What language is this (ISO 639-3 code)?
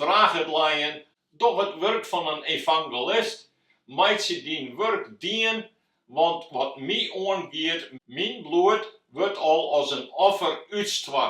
fry